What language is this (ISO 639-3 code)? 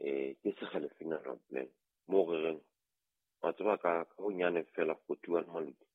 sot